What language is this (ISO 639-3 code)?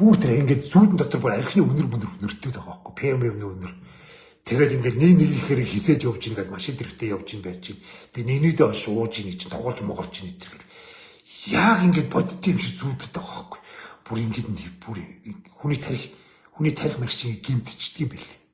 mon